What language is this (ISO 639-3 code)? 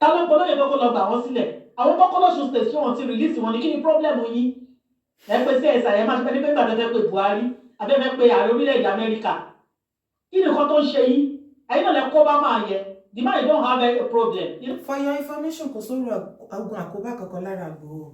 yor